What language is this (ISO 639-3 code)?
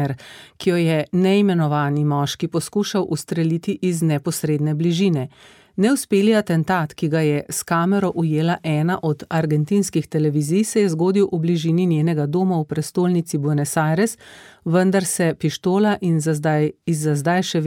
slv